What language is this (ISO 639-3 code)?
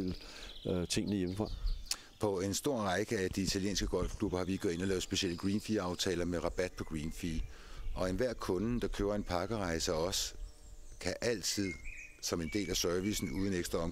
dan